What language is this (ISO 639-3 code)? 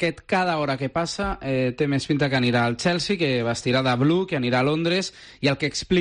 cat